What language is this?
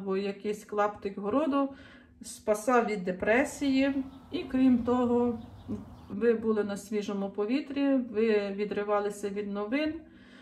Ukrainian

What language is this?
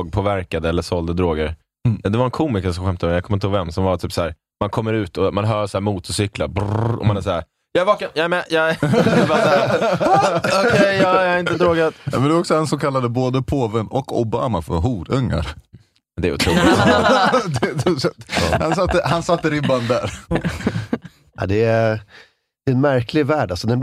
Swedish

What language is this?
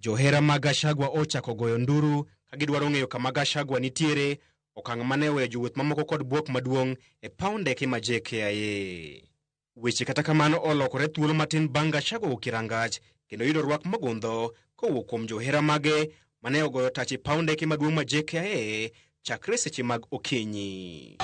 Luo (Kenya and Tanzania)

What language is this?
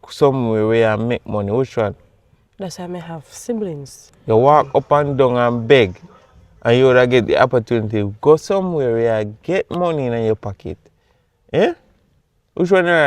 Jamaican Creole English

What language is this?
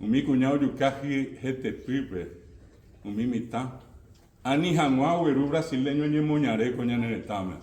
Guarani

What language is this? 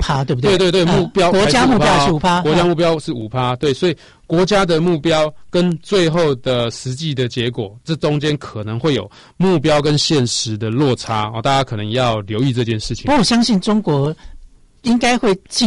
Chinese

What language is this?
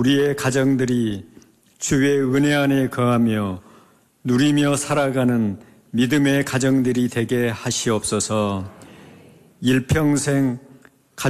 Korean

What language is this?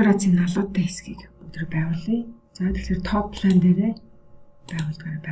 Mongolian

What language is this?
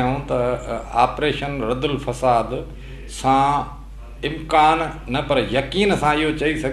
Sindhi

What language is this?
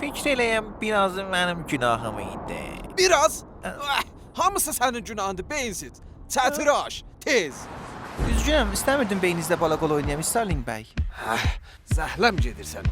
South Azerbaijani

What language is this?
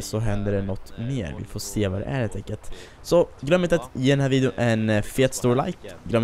Swedish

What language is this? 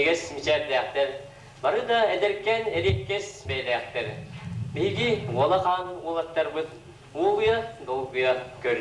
Yakut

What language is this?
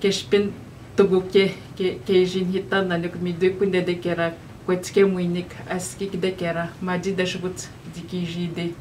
Atikamekw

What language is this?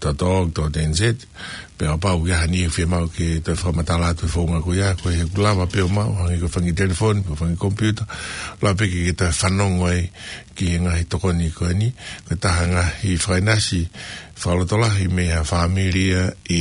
Tongan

